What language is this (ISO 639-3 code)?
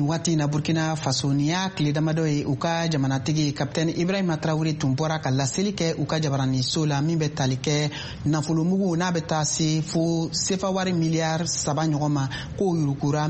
bam